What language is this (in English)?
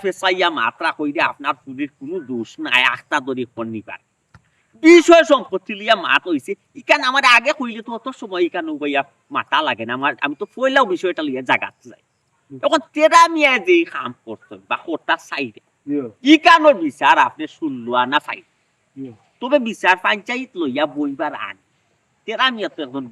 Sylheti